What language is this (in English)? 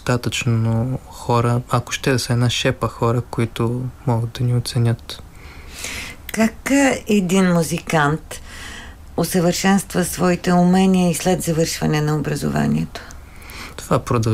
Bulgarian